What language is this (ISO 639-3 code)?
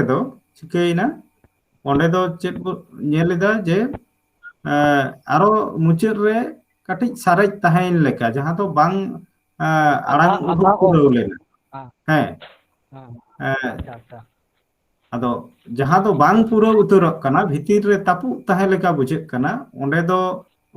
sat